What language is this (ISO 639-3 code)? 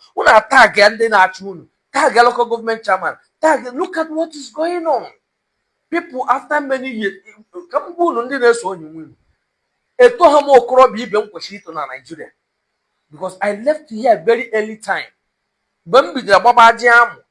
ibo